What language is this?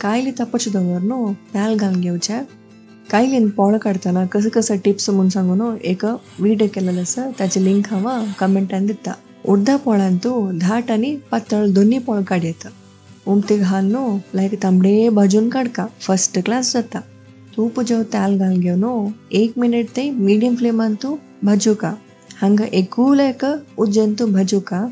Konkani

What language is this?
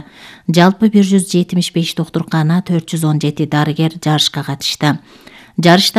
Kyrgyz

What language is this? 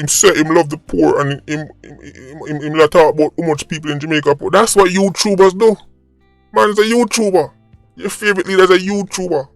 Jamaican Creole English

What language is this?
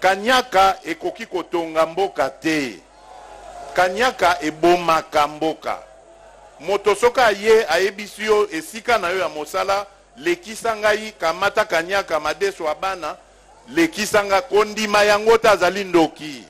Lingala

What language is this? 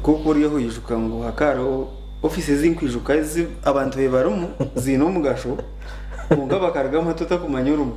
Nyankole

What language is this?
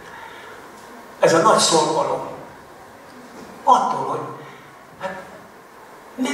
Hungarian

